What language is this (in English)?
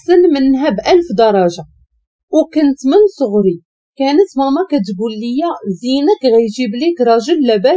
Moroccan Arabic